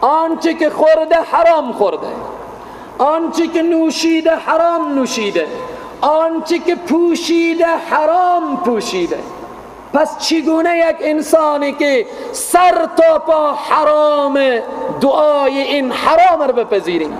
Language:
Persian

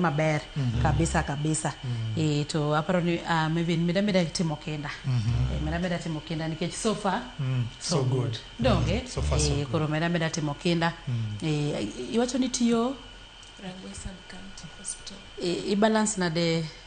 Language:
Luo (Kenya and Tanzania)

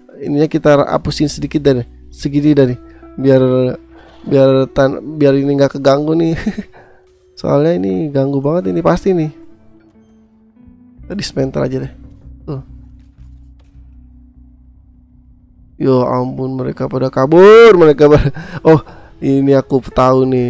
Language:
Indonesian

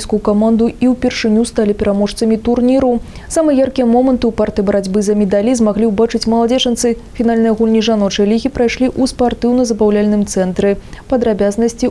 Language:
Belarusian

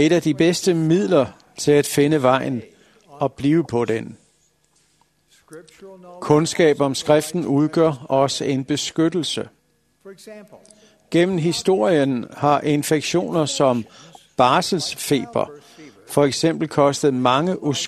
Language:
Danish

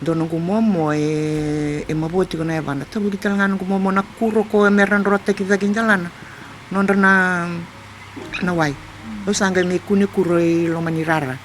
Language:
Fijian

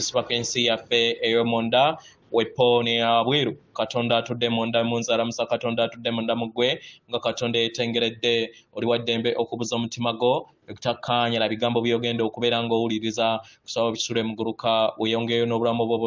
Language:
Ganda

